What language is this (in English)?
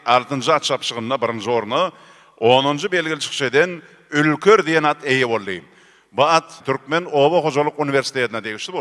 Turkmen